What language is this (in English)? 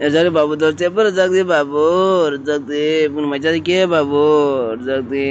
Kok Borok